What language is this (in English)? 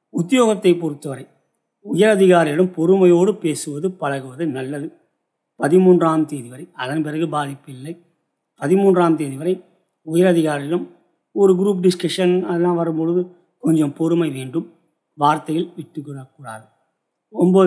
Tamil